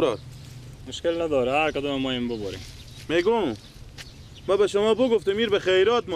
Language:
Persian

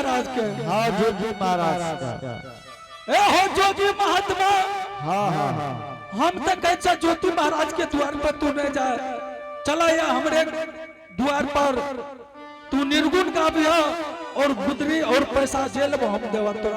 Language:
Angika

